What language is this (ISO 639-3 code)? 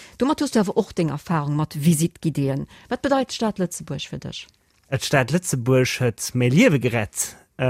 ltz